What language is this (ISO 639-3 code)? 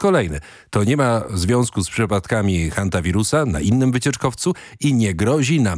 pol